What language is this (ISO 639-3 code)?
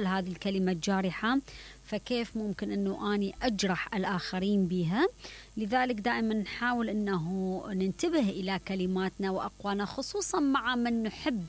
acm